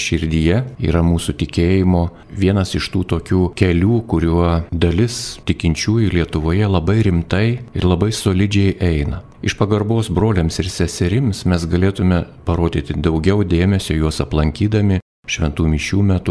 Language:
Lithuanian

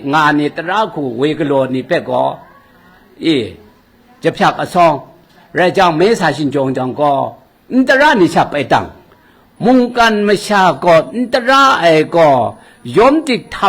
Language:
Kachin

